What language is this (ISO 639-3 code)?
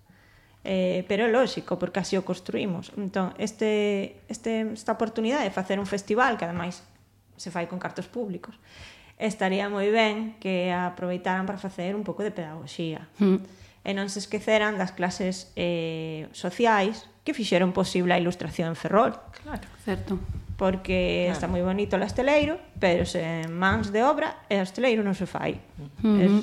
glg